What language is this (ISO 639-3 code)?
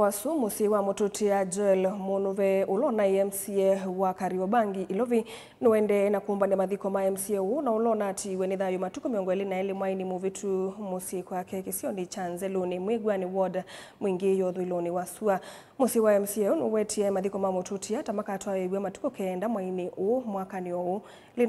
kam